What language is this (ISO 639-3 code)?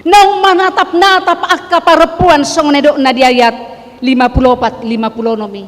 bbc